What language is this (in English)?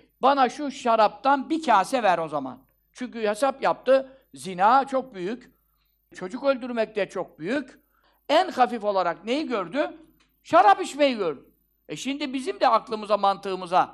Turkish